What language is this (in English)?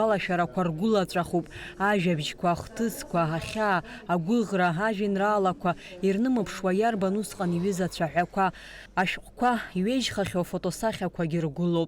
Abkhazian